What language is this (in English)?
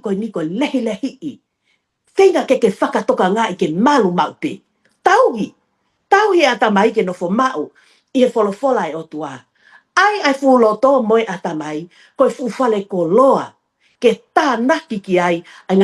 Tongan